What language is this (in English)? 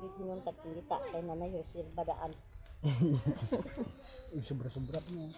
Cebuano